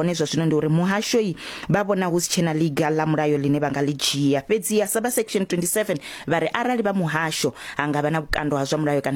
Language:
Venda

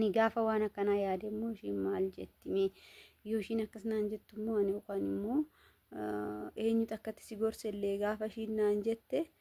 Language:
Oromo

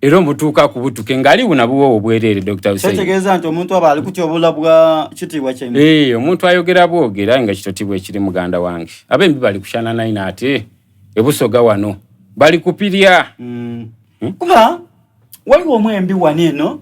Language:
Soga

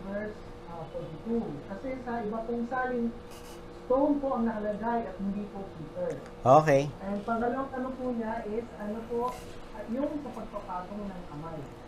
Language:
Filipino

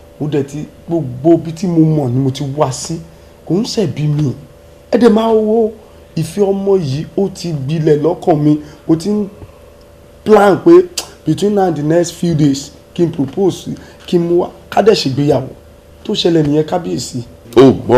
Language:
Yoruba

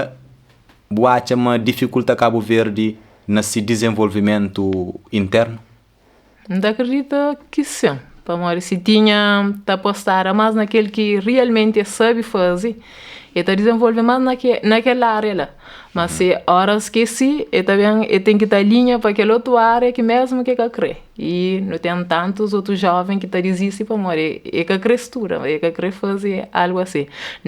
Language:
Kabuverdianu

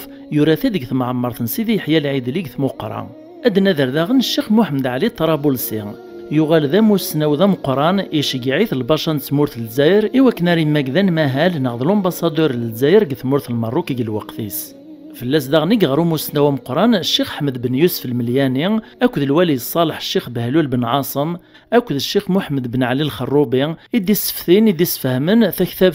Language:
Kabyle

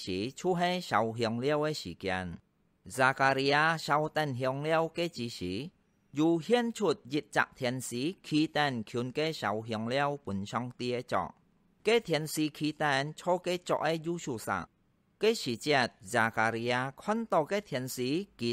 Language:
Hakka Chinese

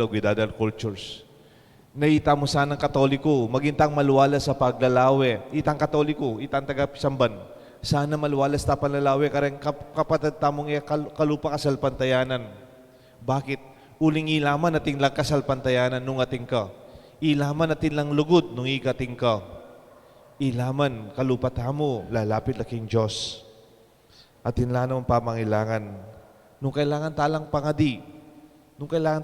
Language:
Pampanga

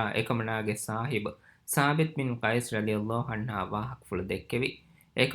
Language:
Divehi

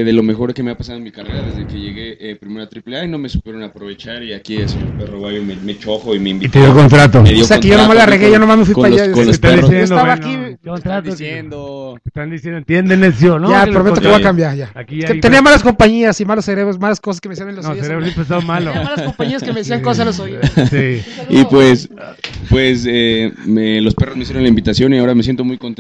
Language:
Spanish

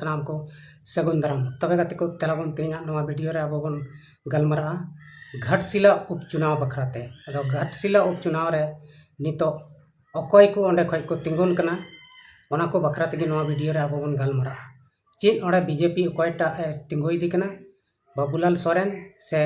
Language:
Santali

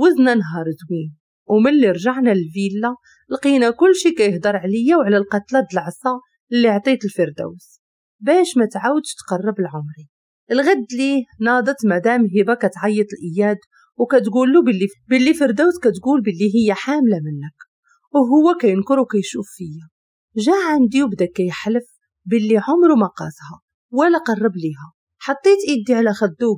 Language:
Moroccan Arabic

